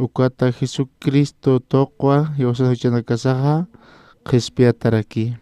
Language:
Aymara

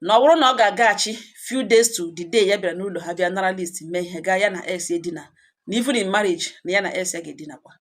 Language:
Igbo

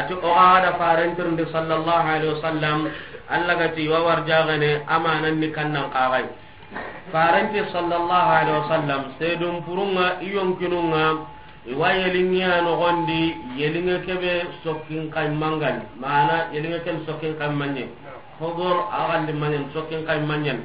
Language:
Soninke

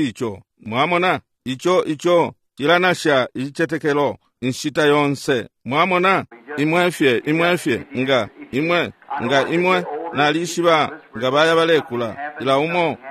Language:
Bemba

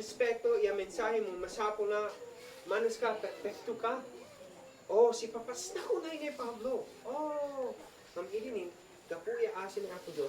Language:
Isnag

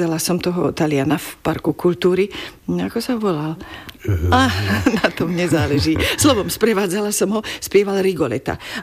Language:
Slovak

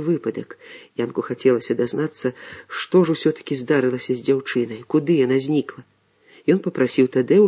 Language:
Belarusian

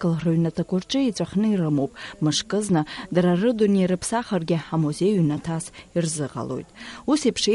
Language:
Abkhazian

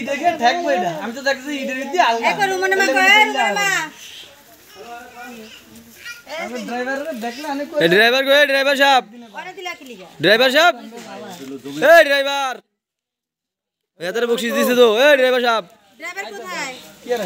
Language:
Bangla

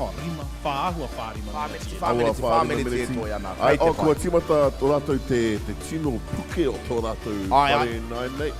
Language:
Māori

